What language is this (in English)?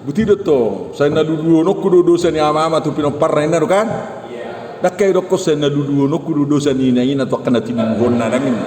Batak Toba